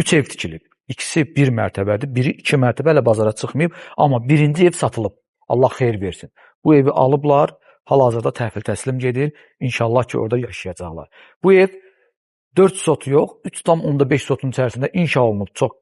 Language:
Azerbaijani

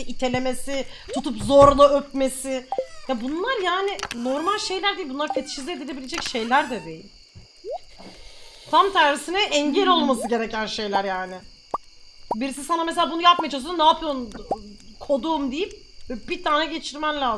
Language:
Turkish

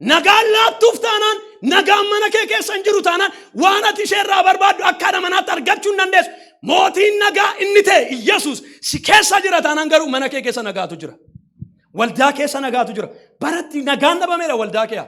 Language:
Oromo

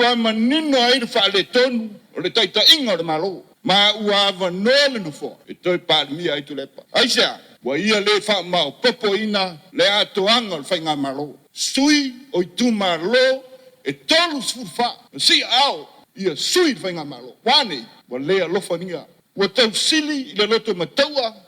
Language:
Samoan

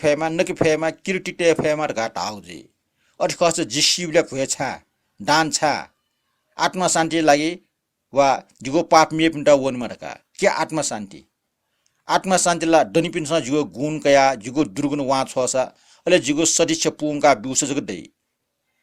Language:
Newari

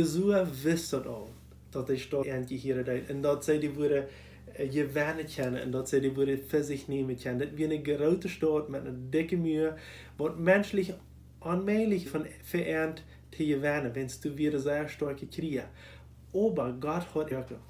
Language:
Plautdietsch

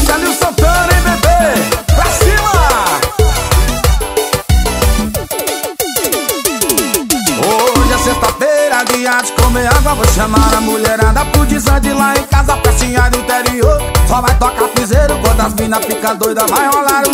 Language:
Portuguese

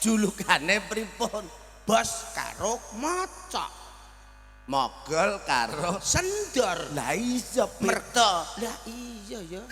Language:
Javanese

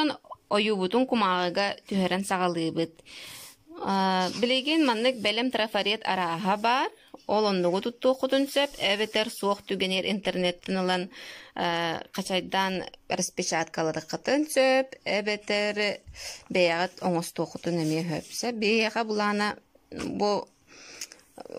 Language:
Yakut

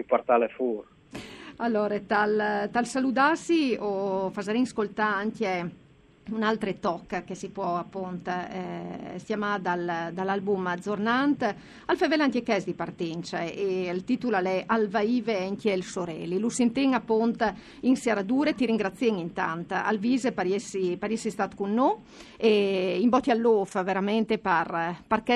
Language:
Friulian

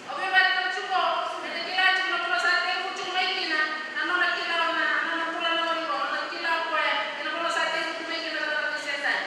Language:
Fijian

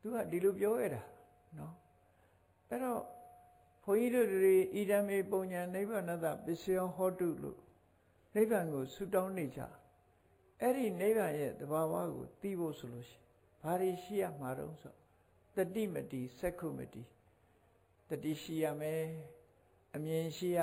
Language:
Burmese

